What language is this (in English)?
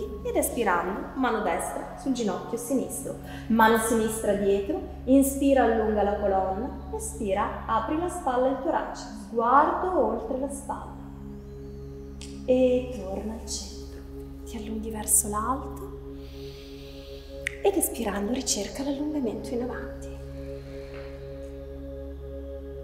Italian